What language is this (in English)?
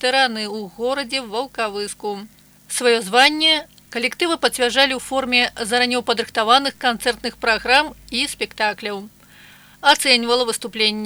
Belarusian